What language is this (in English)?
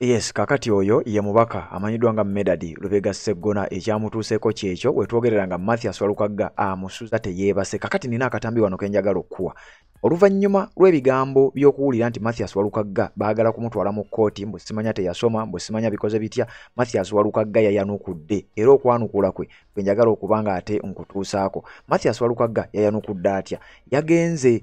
Ganda